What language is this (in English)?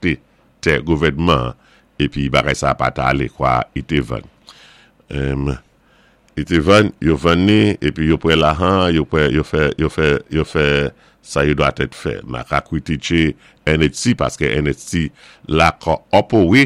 Saint Lucian Creole French